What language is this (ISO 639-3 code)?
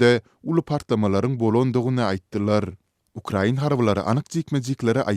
tuk